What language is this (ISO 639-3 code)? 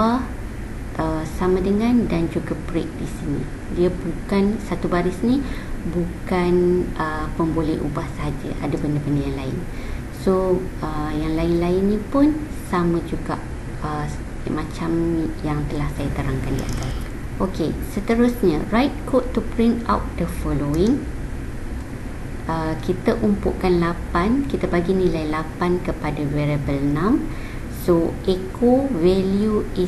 msa